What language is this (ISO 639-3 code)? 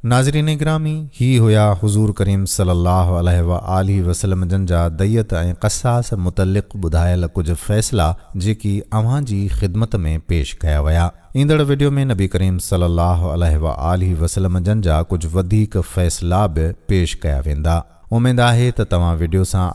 snd